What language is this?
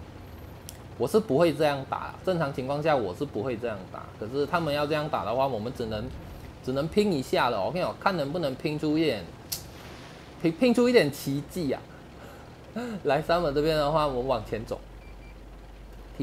Chinese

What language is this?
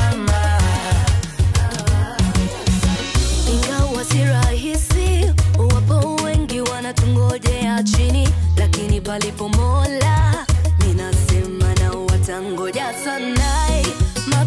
Swahili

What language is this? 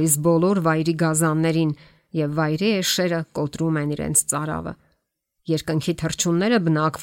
Armenian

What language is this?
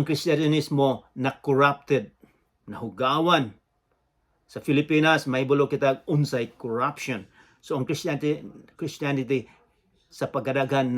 Cebuano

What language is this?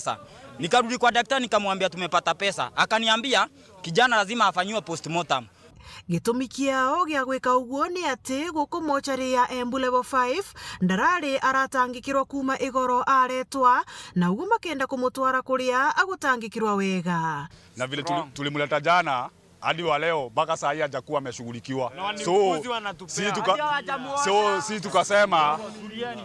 Meru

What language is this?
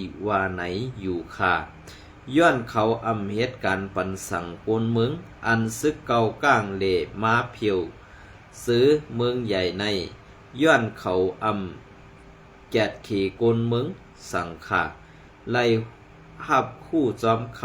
Shan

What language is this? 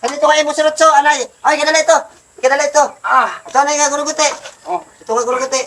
Waray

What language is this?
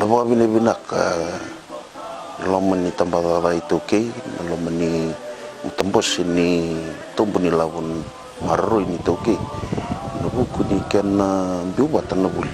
Fijian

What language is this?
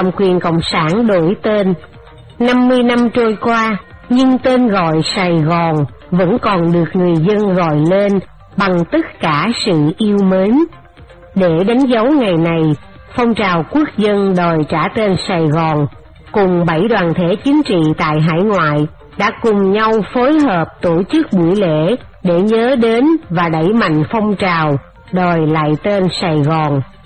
Vietnamese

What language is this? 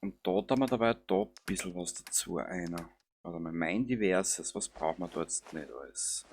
Bavarian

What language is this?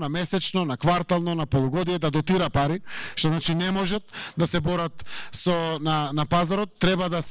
Macedonian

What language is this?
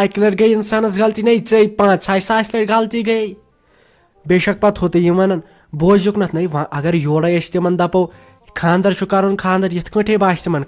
Kashmiri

